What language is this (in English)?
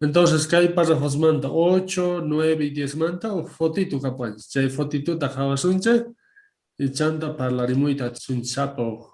South Bolivian Quechua